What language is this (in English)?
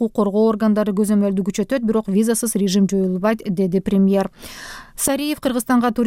Kyrgyz